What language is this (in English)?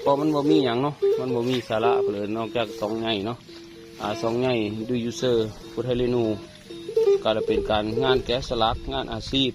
Northeastern Thai